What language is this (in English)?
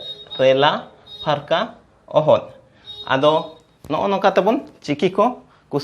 Santali